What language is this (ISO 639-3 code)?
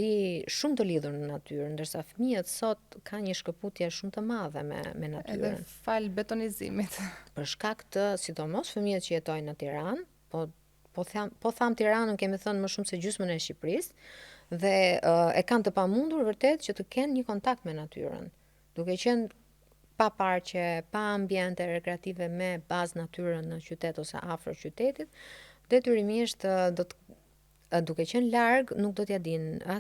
sqi